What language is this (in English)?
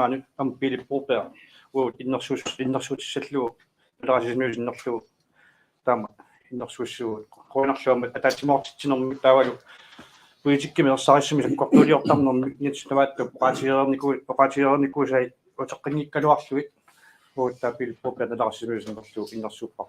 Kalaallisut